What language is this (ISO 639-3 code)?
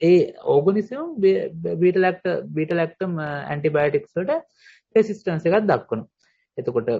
sin